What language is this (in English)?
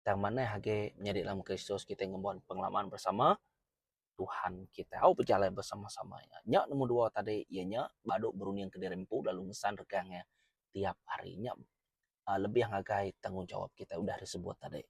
Iban